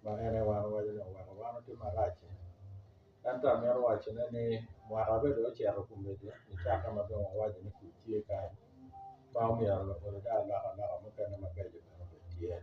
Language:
Acoli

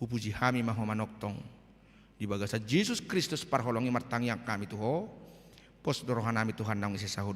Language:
Batak Toba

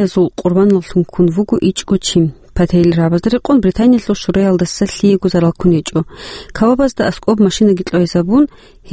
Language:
Avaric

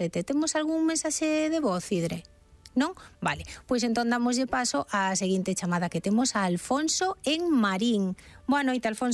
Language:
Galician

